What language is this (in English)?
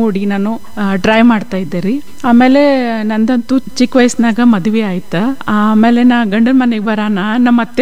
Kannada